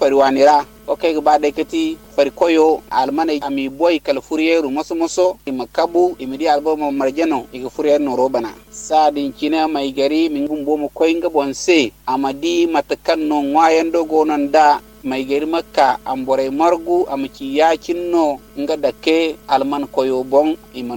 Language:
Zarma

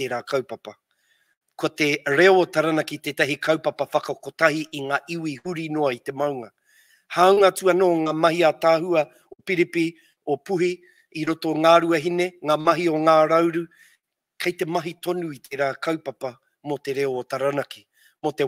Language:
Māori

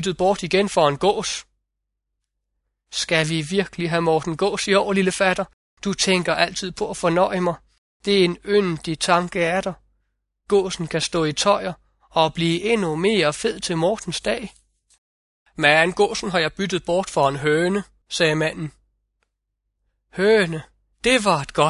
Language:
Danish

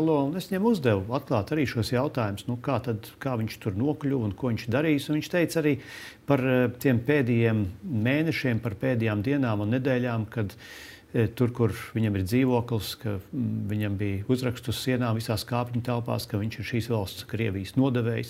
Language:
Latvian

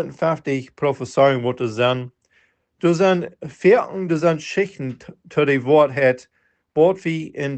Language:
Plautdietsch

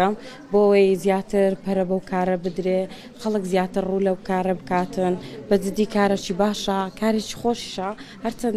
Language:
Central Kurdish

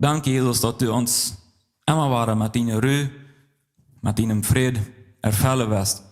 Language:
Plautdietsch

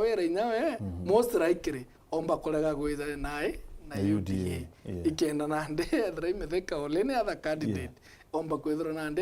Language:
Meru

